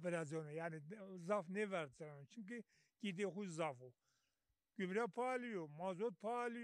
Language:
Zaza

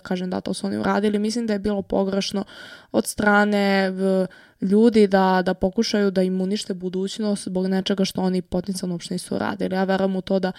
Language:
Serbian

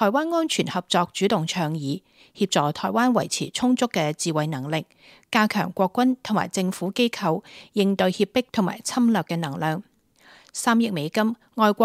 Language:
Cantonese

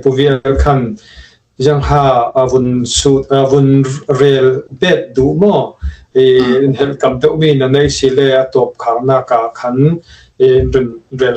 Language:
Falam Chin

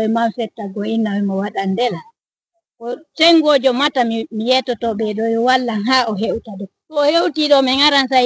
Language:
Fula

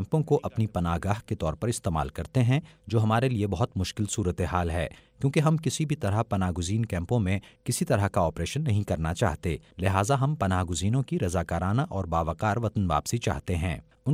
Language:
Urdu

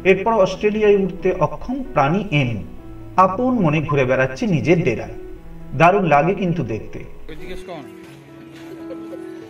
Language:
Bangla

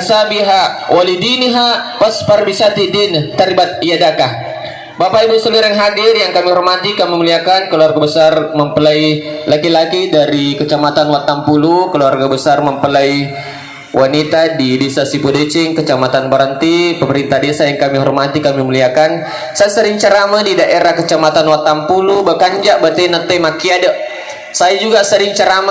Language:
Buginese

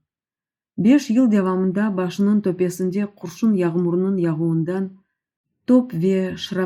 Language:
Crimean Tatar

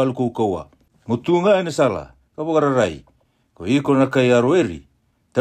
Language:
Fijian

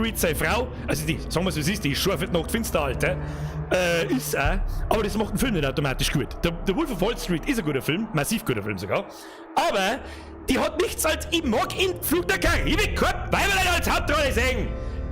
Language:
Bavarian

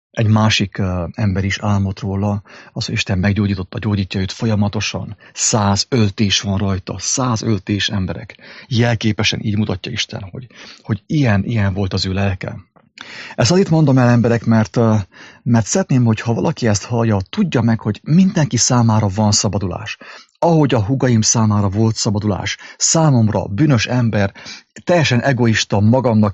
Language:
Hungarian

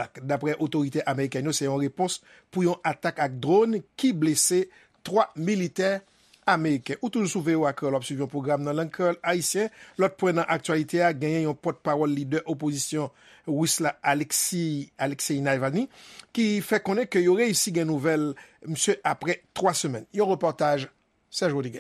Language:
Haitian Creole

